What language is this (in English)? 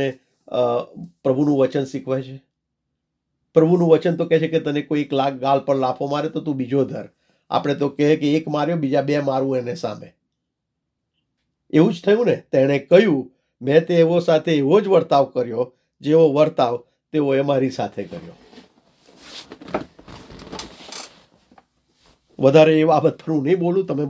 Gujarati